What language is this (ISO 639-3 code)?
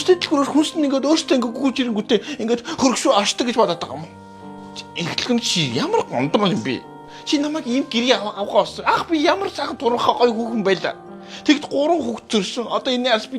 mon